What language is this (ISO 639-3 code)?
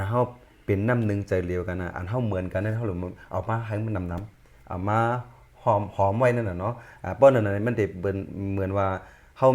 shn